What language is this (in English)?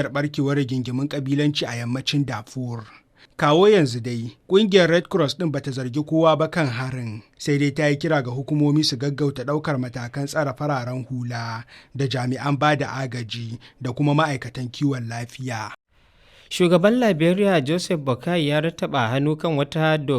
Hausa